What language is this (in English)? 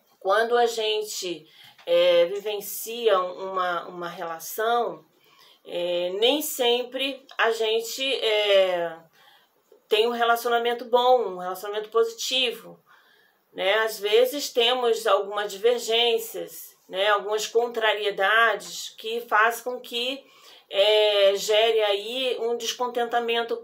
Portuguese